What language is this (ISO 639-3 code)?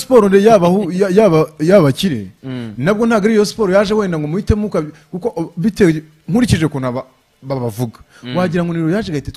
kin